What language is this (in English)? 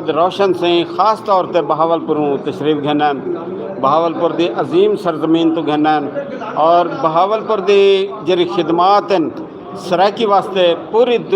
Saraiki